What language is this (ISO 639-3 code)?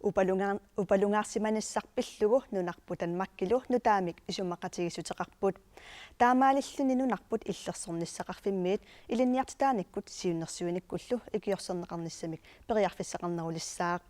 kal